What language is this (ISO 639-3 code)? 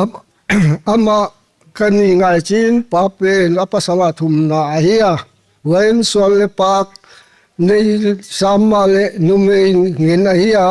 pck